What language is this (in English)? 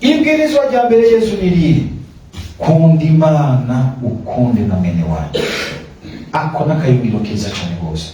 Rundi